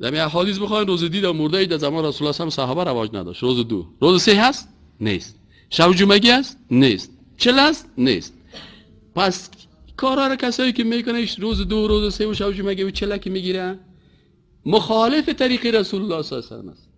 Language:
Persian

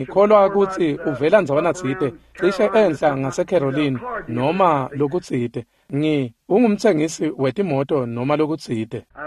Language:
Swati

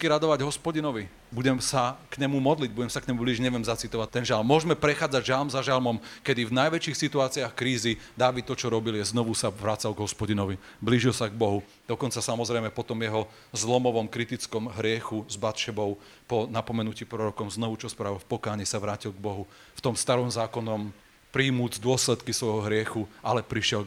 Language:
Slovak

